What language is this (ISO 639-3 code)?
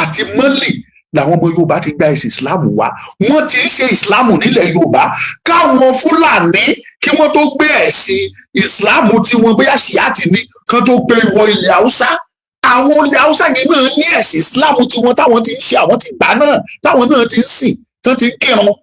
yor